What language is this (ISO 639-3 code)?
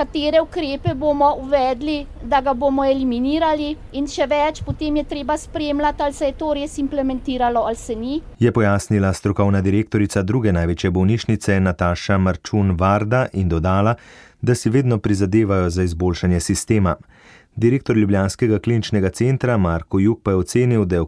slv